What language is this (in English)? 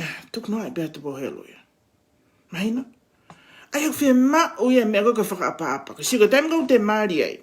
Tongan